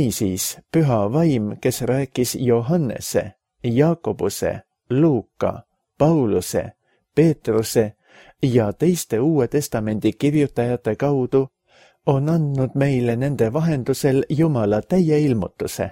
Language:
Estonian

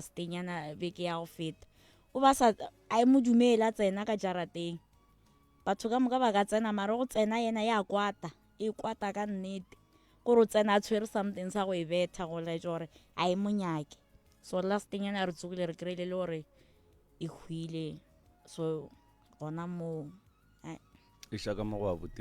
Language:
Northern Sotho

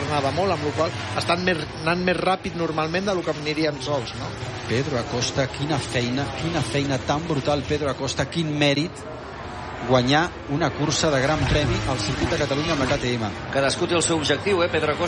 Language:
Catalan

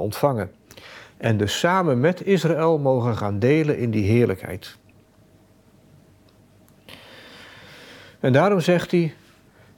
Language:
Dutch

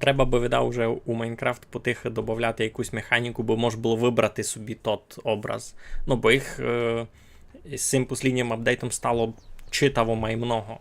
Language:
Rusyn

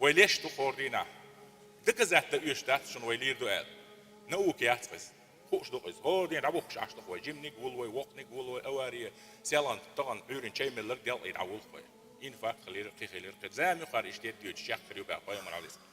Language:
Chechen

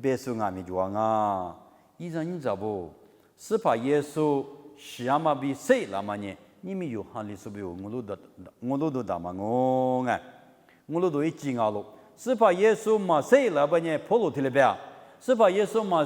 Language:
Lisu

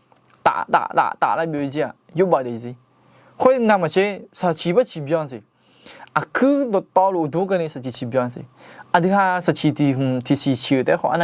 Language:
Akha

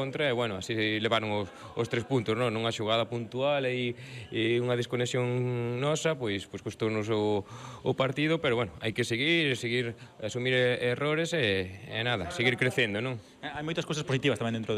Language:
Galician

